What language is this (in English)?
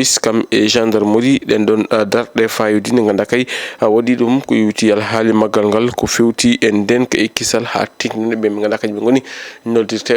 Fula